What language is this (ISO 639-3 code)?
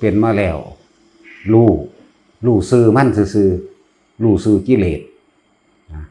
tts